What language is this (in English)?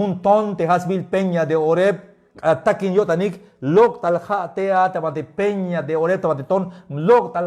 Tzeltal